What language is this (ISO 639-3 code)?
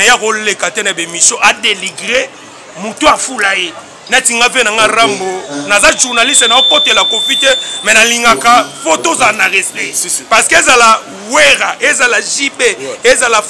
lin